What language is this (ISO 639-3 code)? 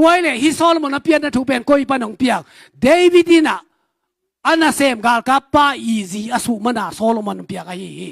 ctd